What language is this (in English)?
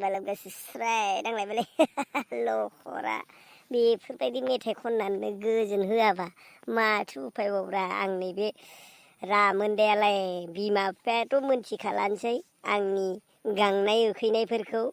Bodo